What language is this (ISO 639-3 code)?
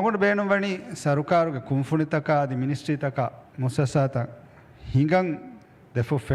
div